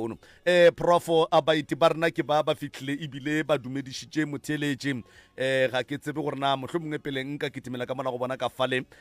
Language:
Northern Sotho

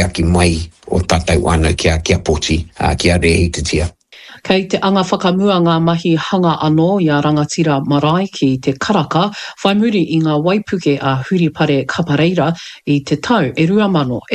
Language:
Māori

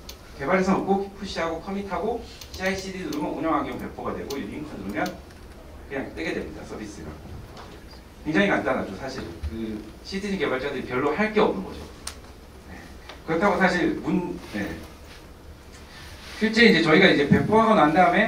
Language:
Korean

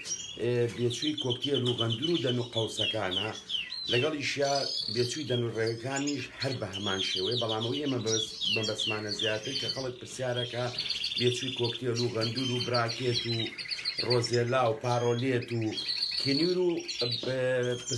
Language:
Central Kurdish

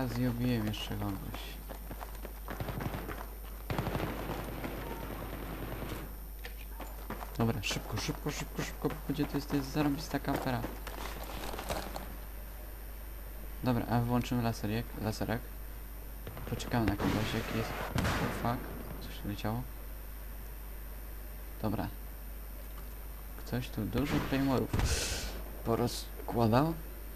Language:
Polish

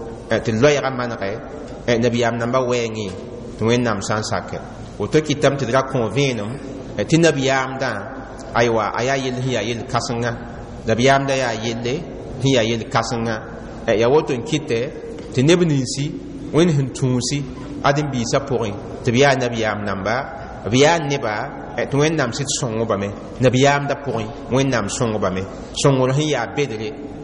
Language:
Mossi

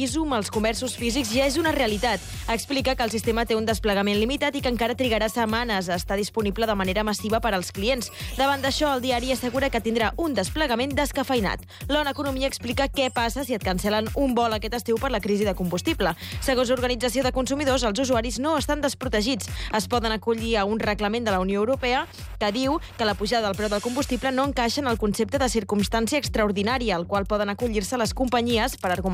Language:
Catalan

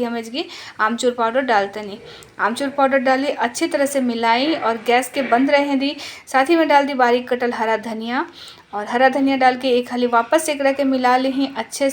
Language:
Bhojpuri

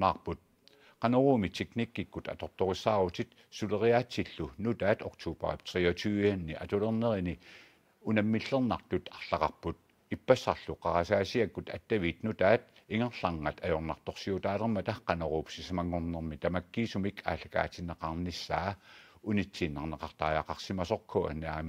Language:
Kalaallisut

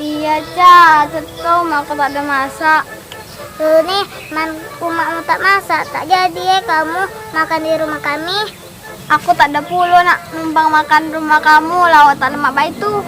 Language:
Musi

